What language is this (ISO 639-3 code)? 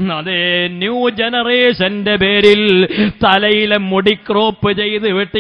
mal